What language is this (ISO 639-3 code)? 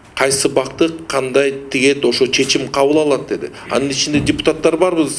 kir